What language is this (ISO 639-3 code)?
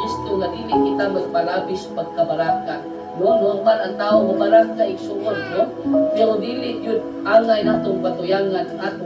ceb